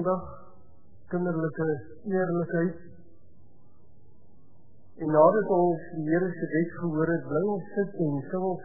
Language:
Afrikaans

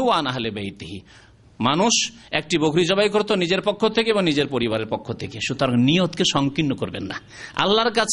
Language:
Bangla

